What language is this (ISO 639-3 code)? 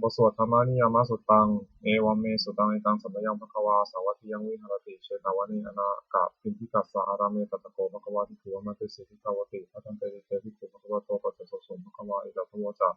pli